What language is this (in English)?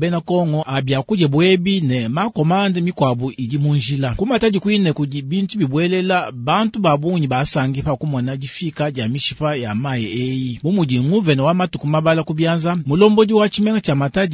Luba-Lulua